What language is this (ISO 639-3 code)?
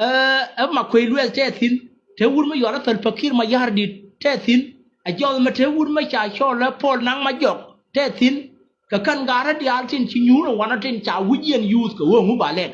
nus